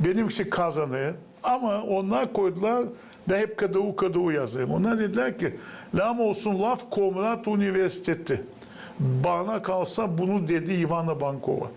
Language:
Gagauz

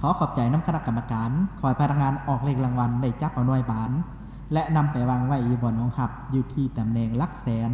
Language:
Lao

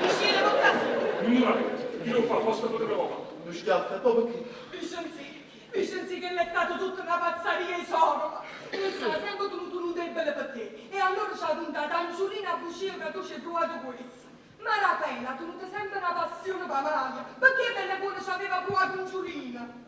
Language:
Neapolitan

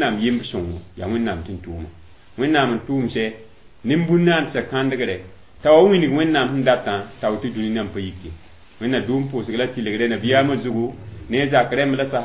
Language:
Mossi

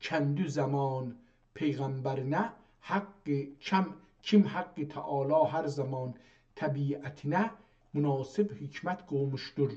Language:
South Azerbaijani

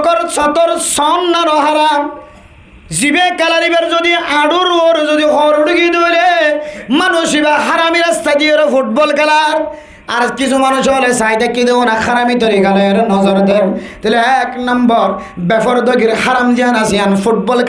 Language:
Rohingya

